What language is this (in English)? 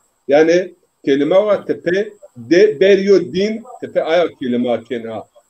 Zaza